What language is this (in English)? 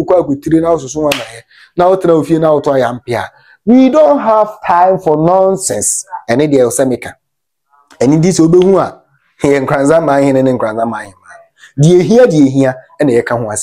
Akan